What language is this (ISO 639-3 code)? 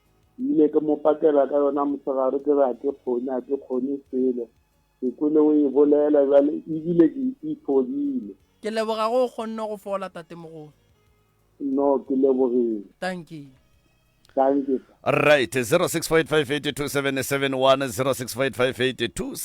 nso